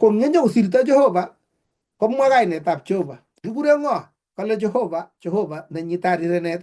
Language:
Kalenjin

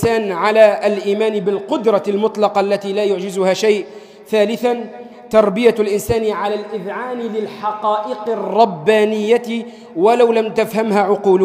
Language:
Arabic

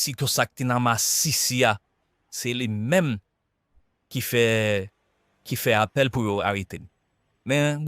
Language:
Haitian Creole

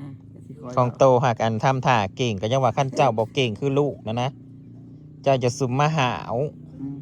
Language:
Northeastern Thai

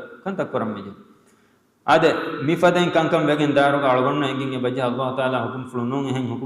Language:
Divehi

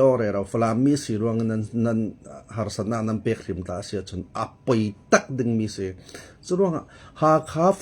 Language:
Falam Chin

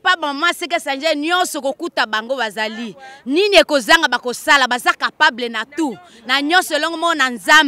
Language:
Lingala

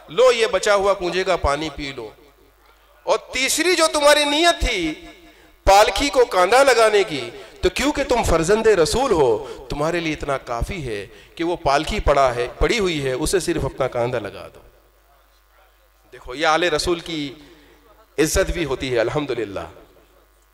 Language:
Hindi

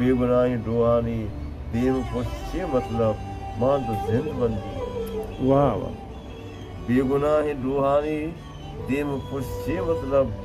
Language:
Baluchi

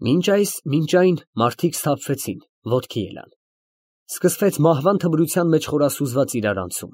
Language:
Armenian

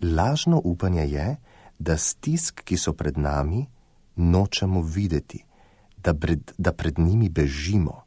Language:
Slovenian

